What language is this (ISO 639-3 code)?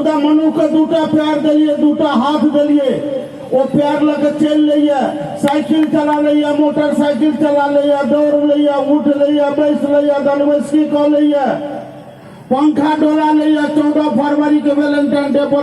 mai